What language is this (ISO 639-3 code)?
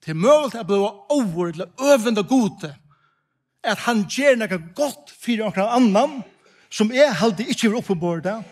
fao